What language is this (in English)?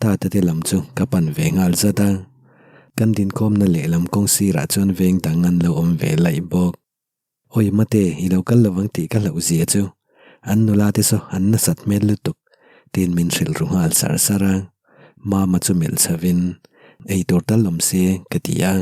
Mizo